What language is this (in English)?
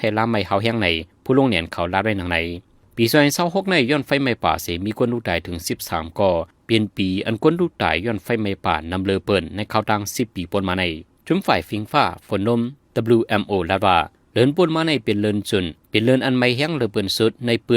Shan